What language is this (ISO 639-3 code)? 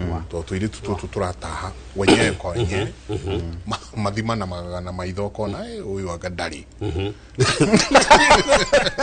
kik